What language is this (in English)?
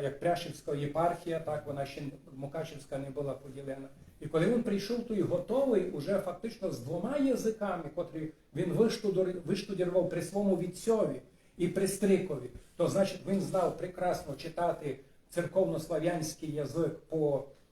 Rusyn